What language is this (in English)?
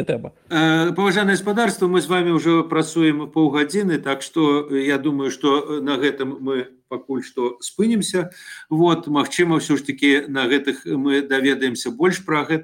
Belarusian